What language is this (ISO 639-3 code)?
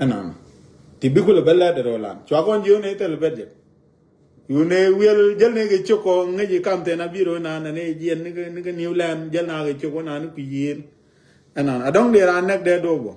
nus